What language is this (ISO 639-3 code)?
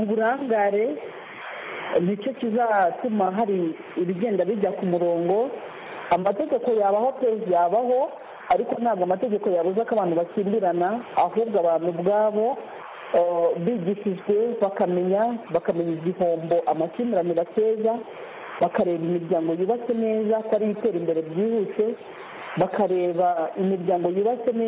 kin